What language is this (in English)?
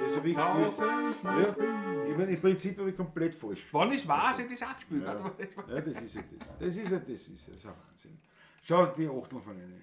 Bavarian